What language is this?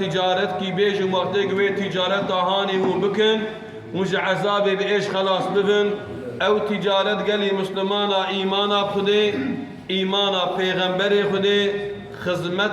Kurdish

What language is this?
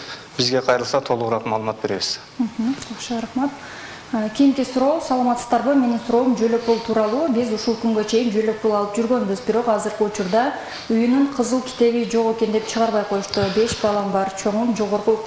Kyrgyz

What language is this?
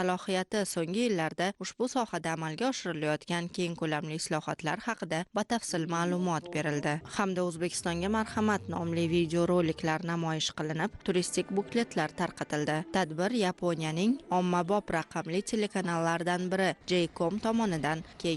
Uzbek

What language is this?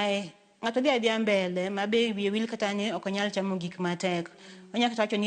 Luo (Kenya and Tanzania)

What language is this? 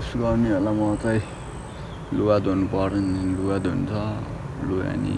Nepali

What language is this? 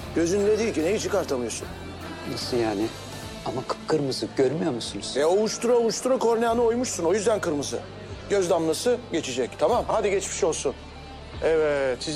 Turkish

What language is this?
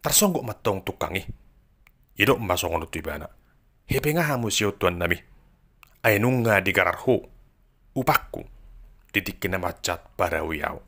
Batak Toba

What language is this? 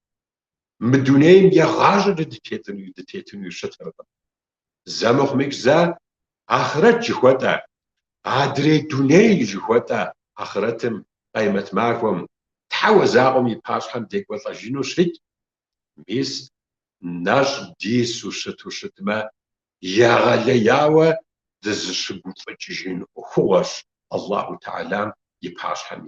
Kabardian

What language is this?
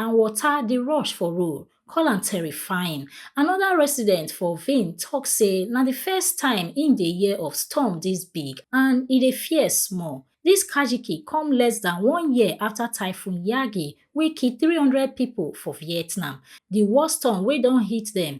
Nigerian Pidgin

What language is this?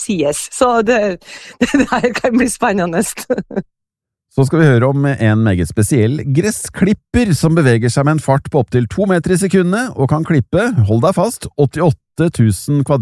Norwegian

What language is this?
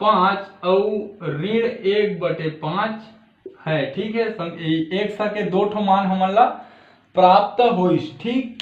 Chhattisgarhi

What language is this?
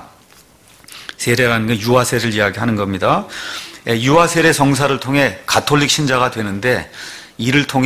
Korean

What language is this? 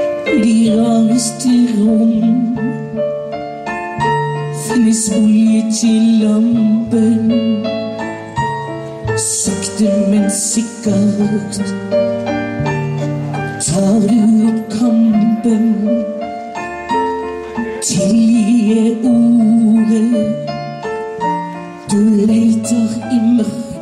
Norwegian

